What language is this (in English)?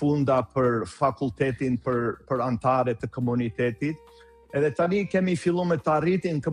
Albanian